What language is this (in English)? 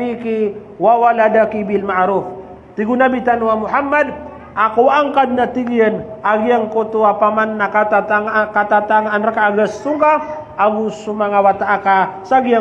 Maranao